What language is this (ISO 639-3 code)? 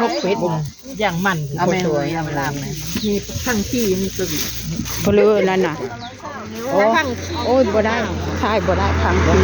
tts